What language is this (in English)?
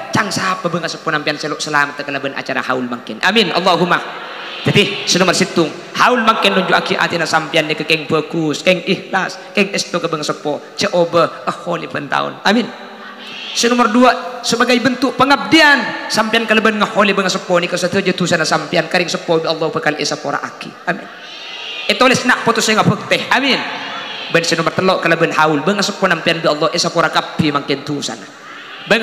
Madurese